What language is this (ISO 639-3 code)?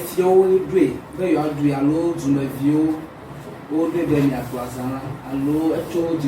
ewe